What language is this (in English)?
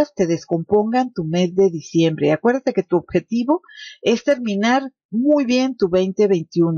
Spanish